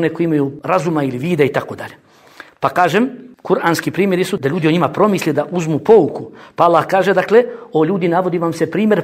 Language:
Bosnian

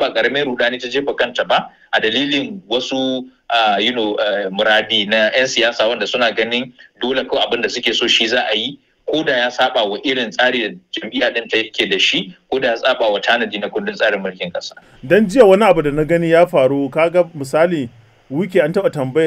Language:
Hausa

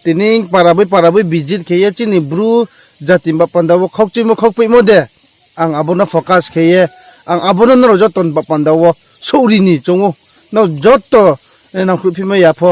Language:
Riang (India)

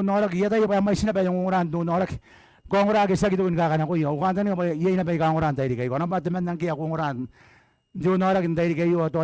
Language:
Gilbertese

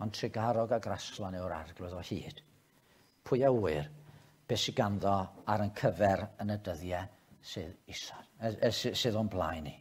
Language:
Welsh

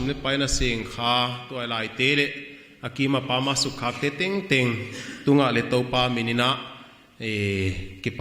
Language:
Paite Chin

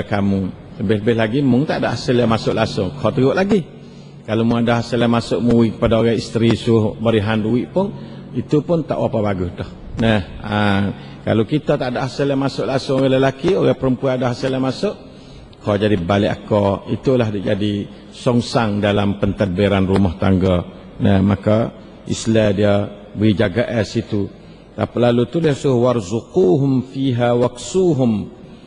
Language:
Malay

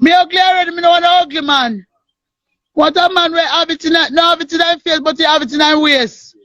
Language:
Jamaican Creole English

